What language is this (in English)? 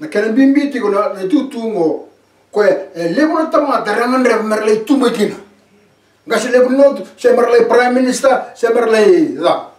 Fijian